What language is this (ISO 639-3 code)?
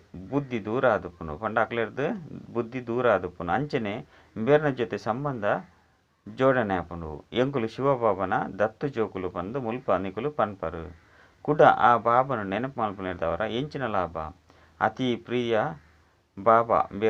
tcy